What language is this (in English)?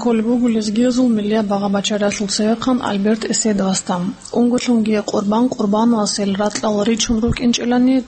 Avaric